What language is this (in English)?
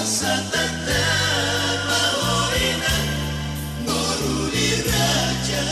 Batak Toba